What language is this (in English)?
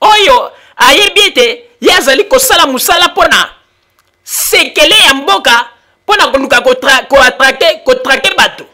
Lingala